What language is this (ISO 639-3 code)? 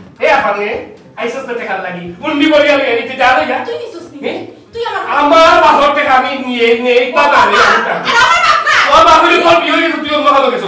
syl